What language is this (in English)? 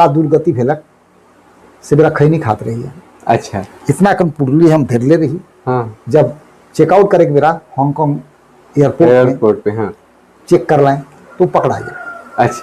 Sadri